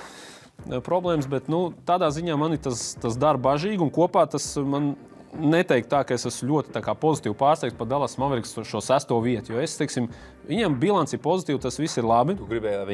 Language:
Latvian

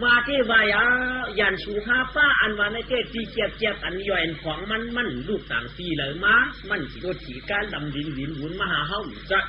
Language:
Shan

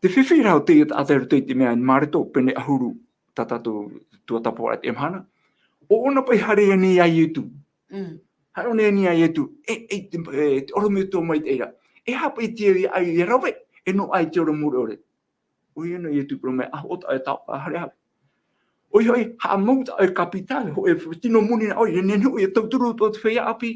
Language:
Tahitian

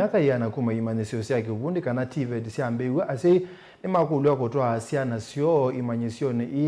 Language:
Kamba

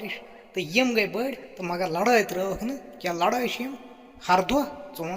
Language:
Kashmiri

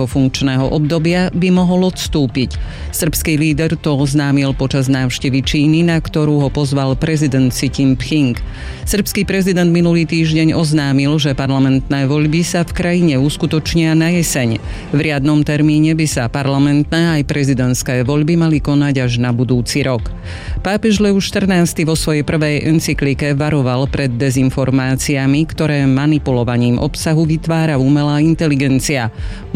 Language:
Slovak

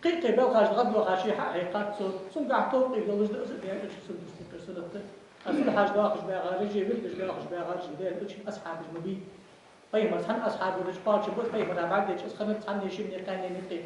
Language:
Ingush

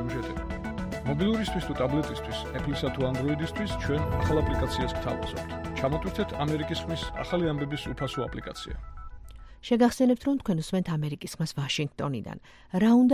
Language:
Georgian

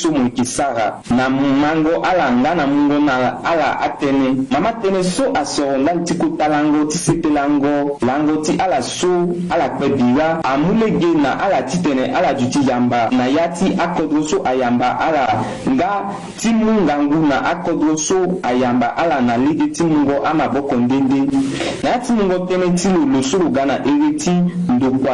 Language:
Sango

